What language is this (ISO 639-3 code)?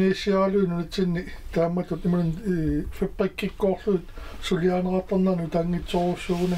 kal